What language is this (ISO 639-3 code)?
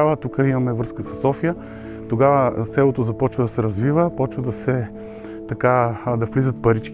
bul